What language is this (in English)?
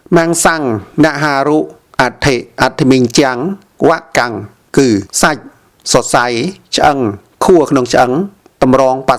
Khmer